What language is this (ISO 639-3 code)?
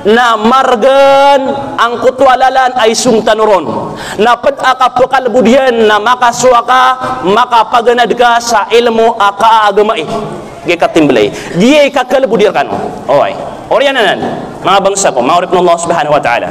mrw